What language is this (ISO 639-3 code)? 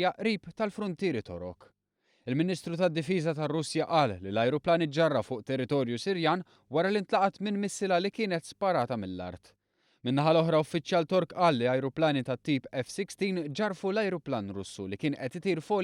mlt